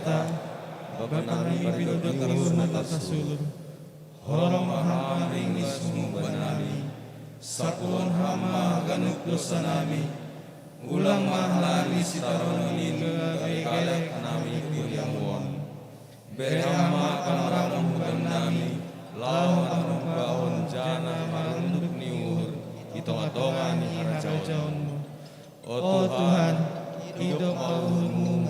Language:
Batak Simalungun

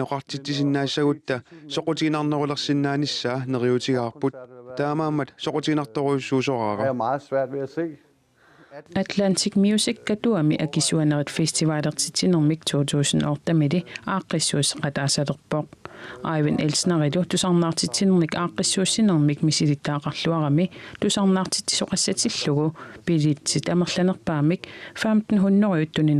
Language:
Kalaallisut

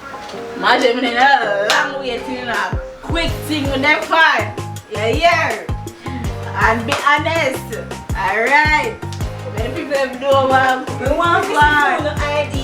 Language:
Jamaican Creole English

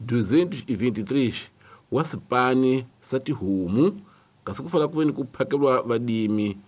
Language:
Tsonga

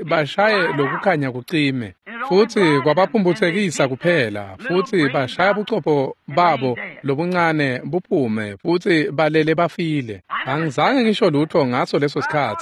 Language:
Swati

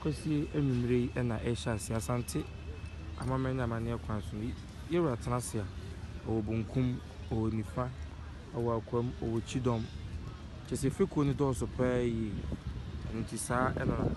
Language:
Akan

